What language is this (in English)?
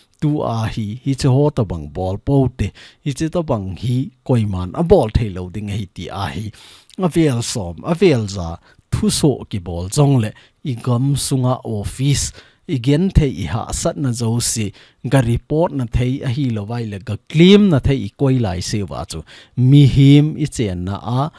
Thado Chin